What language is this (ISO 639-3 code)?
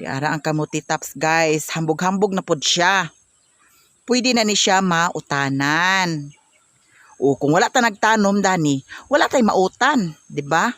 ceb